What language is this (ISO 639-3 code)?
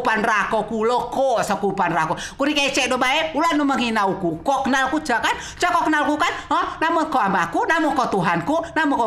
rej